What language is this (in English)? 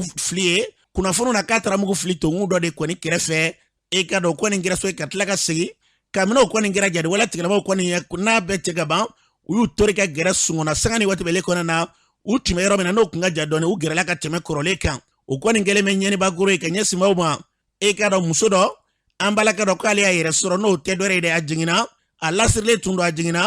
Bambara